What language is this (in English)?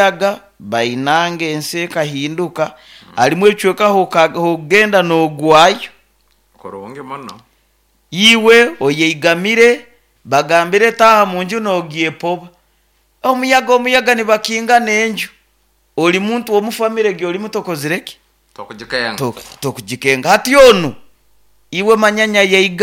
Nyoro